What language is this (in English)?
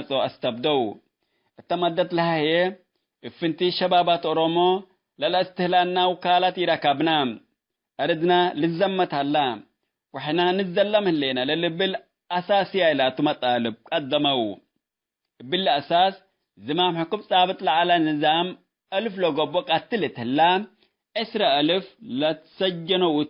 Tigre